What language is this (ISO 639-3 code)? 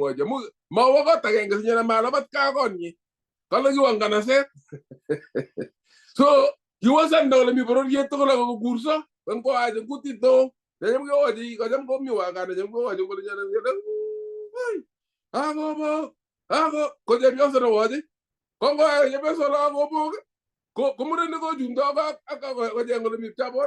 kln